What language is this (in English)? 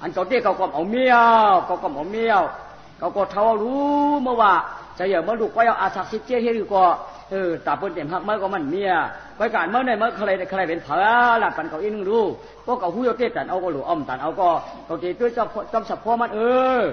Shan